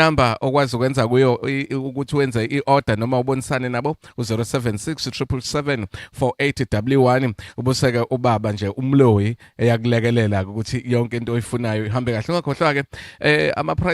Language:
Zulu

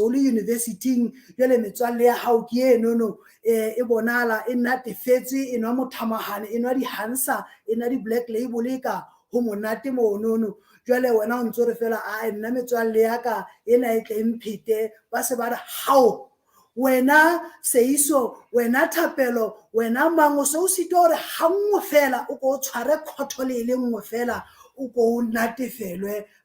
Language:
Southern Sotho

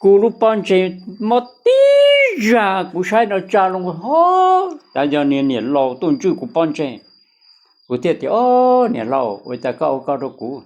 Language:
Hmong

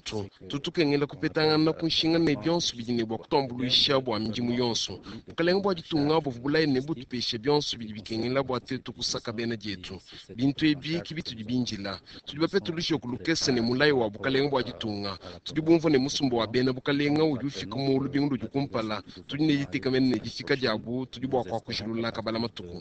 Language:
Luba-Lulua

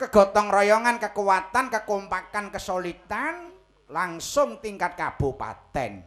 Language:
Javanese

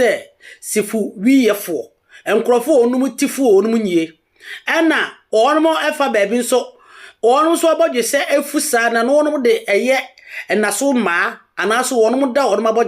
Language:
Akan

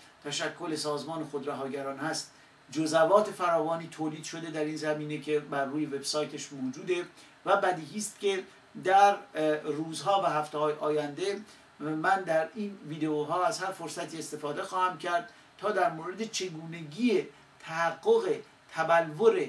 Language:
Persian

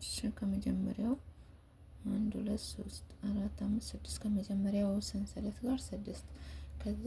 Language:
Amharic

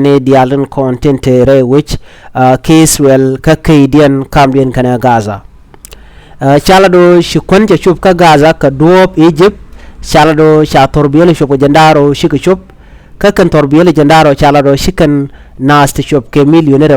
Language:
Nuer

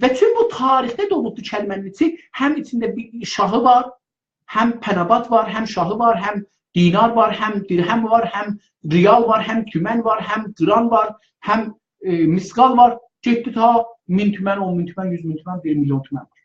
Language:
South Azerbaijani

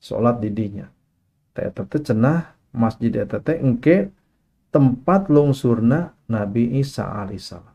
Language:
Sundanese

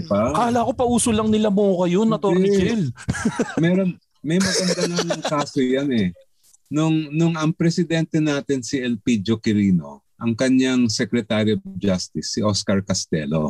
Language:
Filipino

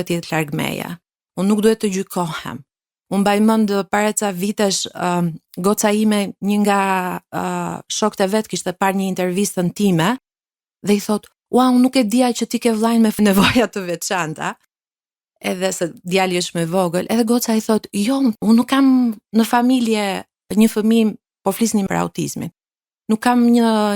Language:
Albanian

